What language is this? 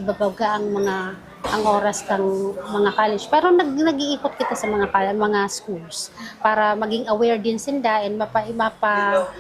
Bikol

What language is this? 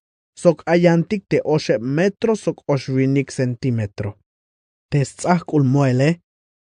Tzeltal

